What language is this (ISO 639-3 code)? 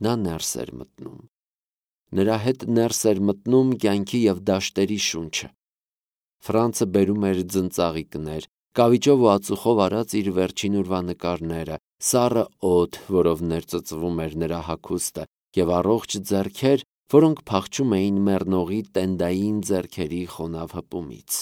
hye